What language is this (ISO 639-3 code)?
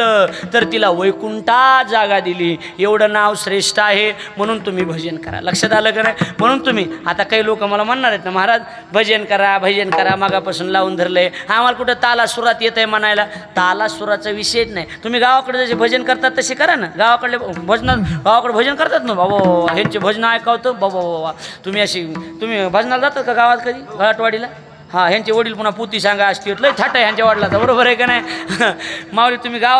mar